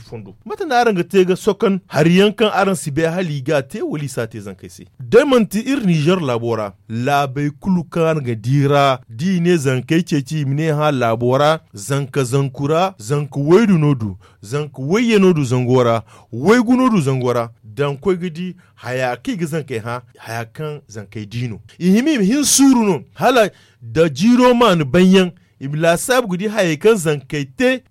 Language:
Zarma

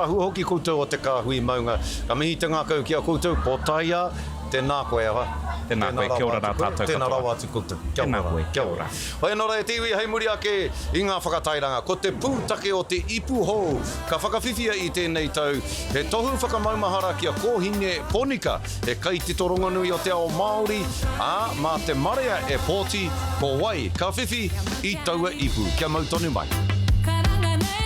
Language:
Māori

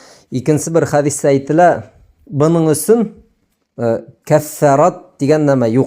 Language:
Bashkir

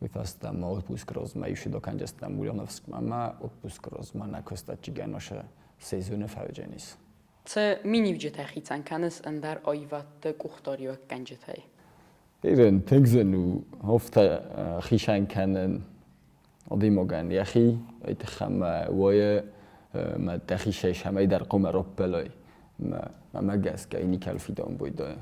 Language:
Ossetic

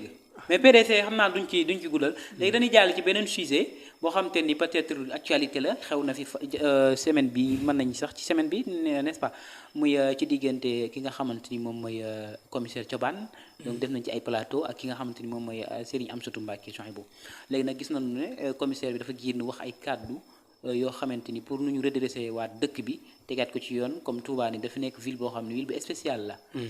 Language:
Wolof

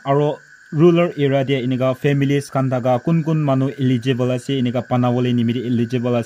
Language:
Naga Pidgin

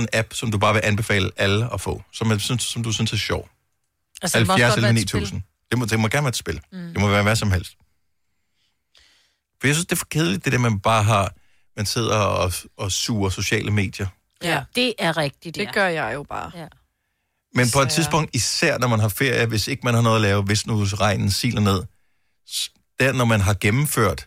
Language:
Danish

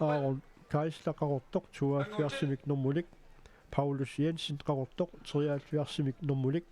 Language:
Kalaallisut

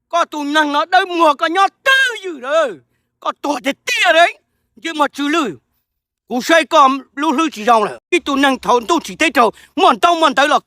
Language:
Hmong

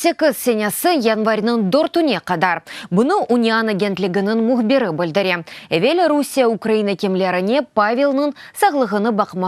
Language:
Crimean Tatar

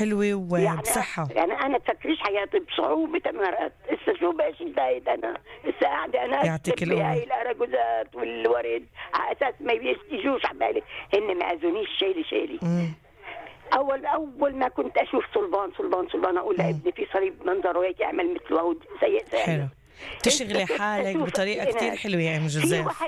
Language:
North Levantine Arabic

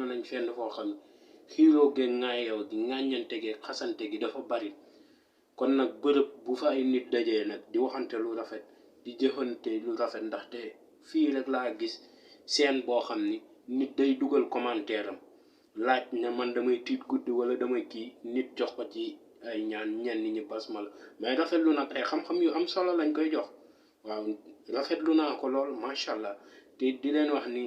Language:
Wolof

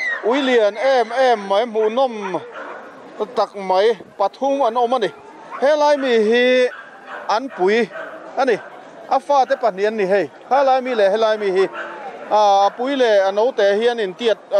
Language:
Mizo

